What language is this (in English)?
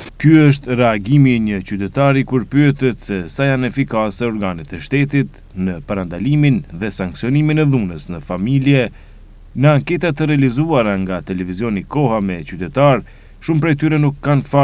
Albanian